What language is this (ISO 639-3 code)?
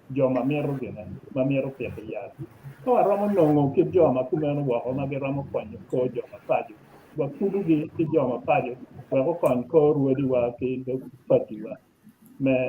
ach